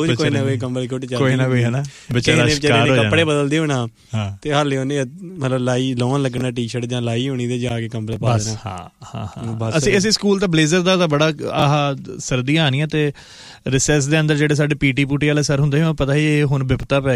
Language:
Punjabi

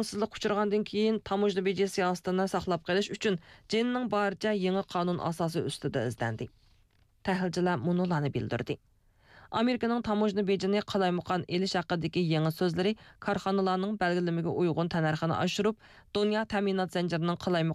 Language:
Uyghur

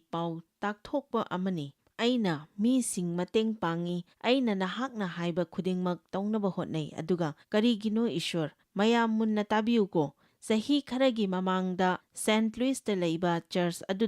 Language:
Manipuri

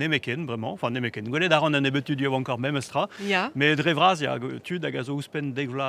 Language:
Breton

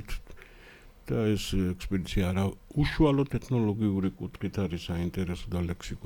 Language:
Georgian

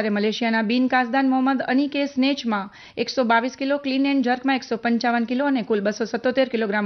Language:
Gujarati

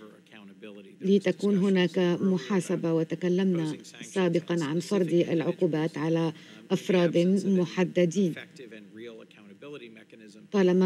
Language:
Arabic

